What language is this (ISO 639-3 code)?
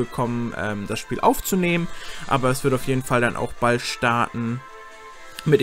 deu